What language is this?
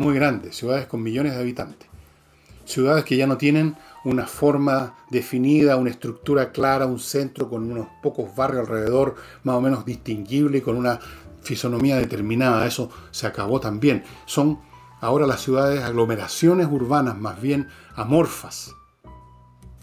Spanish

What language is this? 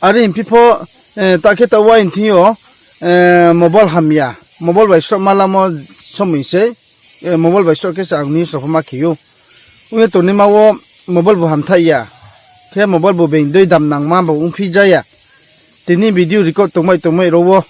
Riang (India)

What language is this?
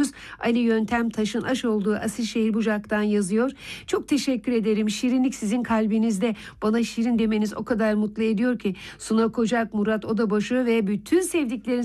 Turkish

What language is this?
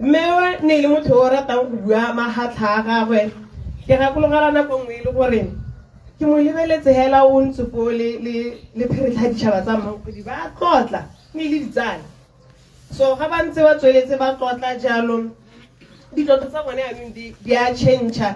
Tswana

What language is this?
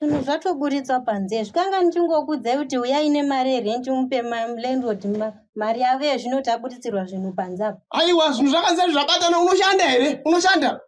Shona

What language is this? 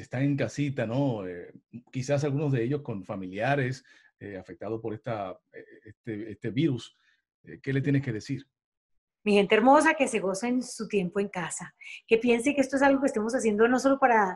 Spanish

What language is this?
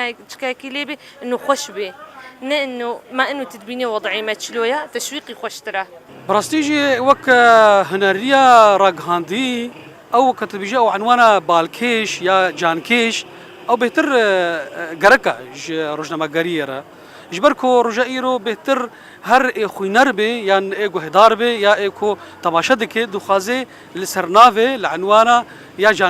Kurdish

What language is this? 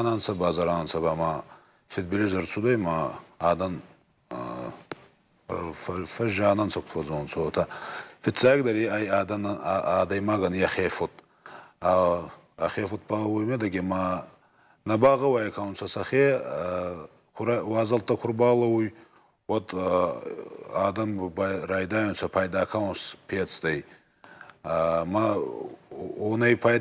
Ossetic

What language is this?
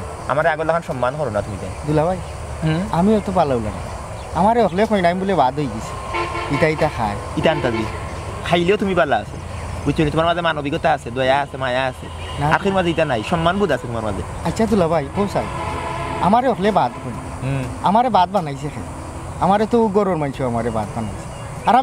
Sylheti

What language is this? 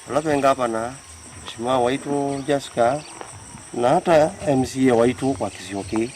Kamba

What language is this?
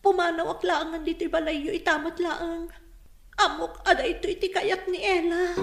Iloko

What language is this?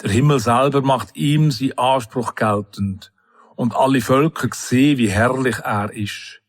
Swiss German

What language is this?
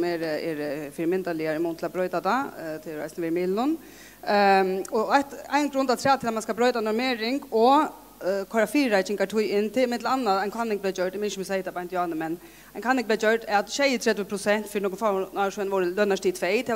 Faroese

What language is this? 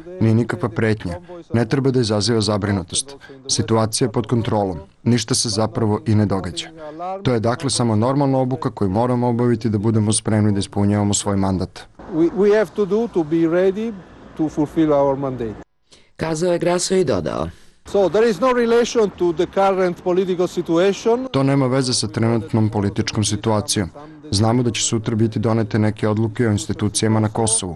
Serbian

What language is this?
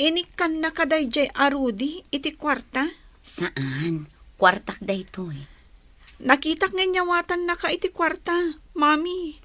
Iloko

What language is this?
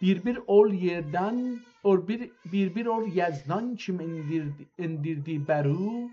South Azerbaijani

